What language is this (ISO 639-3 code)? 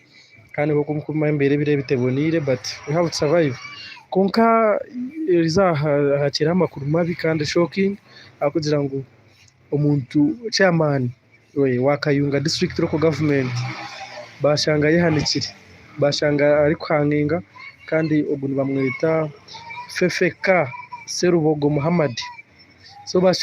nyn